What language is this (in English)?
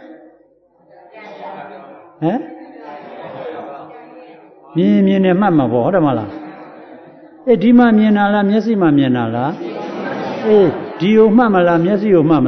Burmese